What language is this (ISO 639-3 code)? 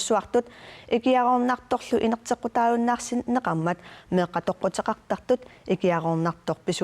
kal